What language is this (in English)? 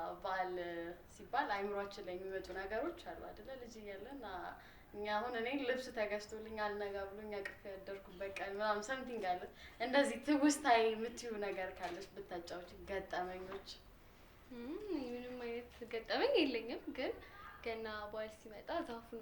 Amharic